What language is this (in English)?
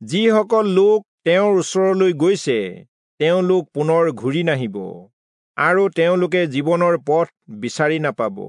Assamese